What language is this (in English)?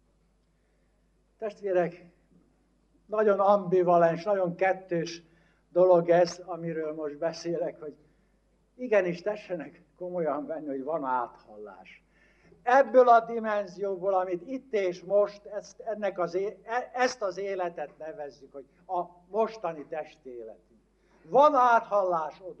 Hungarian